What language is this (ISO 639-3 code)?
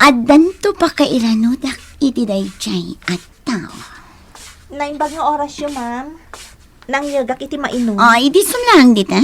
ilo